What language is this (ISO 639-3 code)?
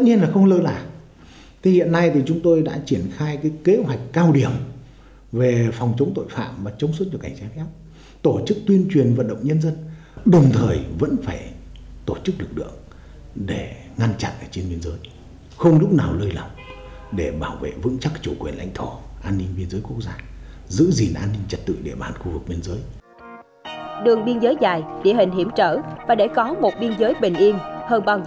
vie